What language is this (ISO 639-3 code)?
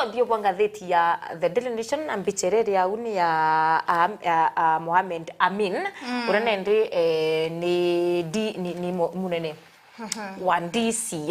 mer